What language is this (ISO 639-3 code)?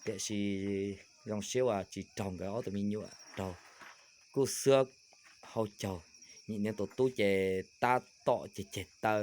hmn